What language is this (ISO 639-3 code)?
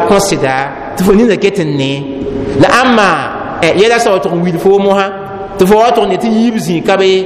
mos